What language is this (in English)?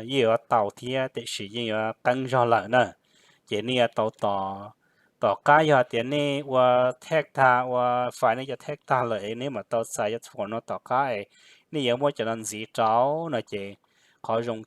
Hmong